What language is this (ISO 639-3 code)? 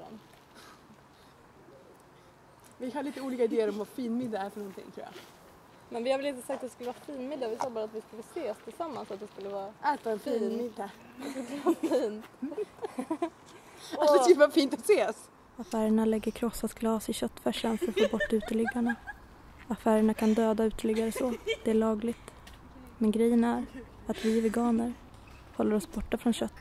swe